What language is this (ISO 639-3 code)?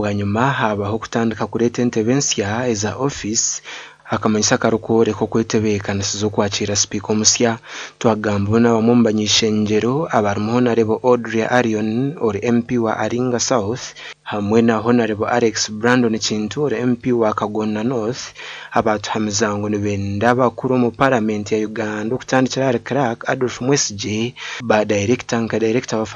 nyn